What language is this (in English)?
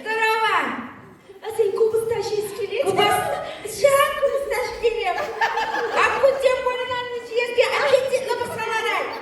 Chuvash